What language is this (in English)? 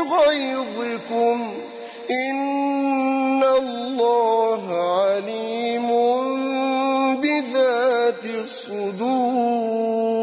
Arabic